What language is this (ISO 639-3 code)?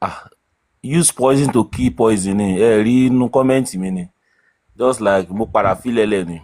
yor